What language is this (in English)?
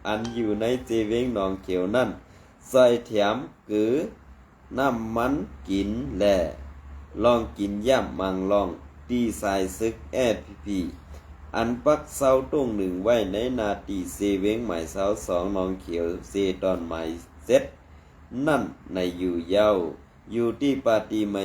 Shan